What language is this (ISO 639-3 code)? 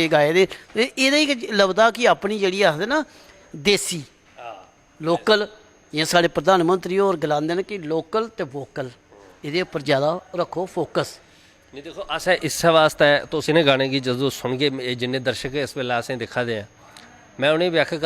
doi